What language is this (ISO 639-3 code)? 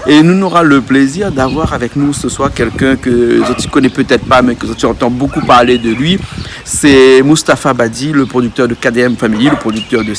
rcf